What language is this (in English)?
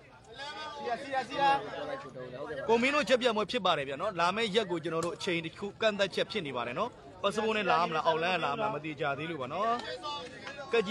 Burmese